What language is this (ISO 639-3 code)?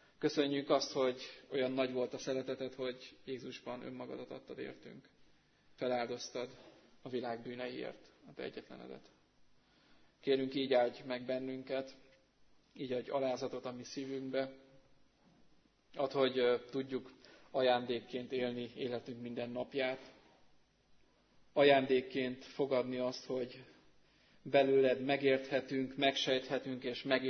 hun